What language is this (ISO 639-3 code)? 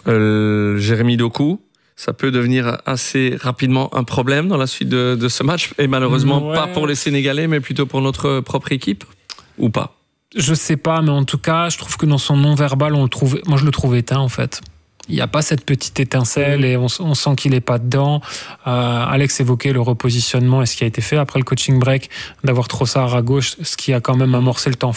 fra